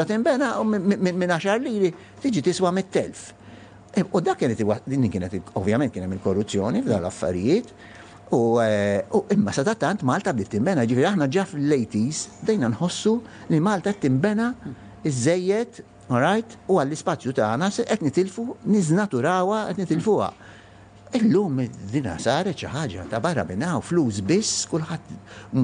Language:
Maltese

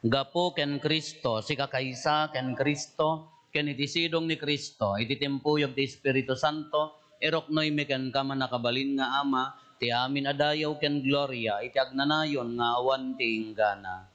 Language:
Iloko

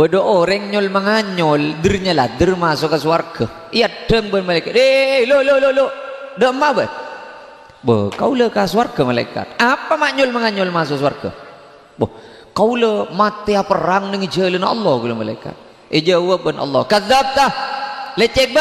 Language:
Madurese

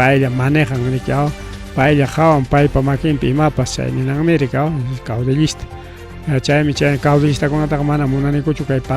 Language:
Ayacucho Quechua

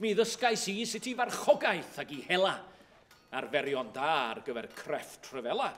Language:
Welsh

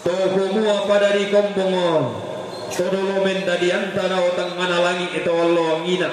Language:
Toraja-Sa'dan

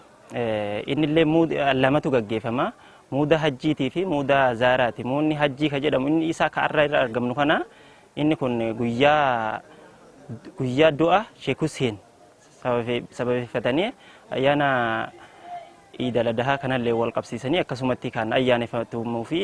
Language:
Oromo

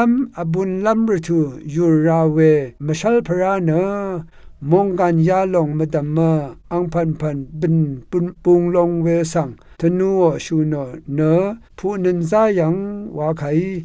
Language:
Rawang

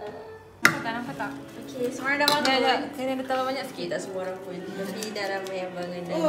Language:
Malay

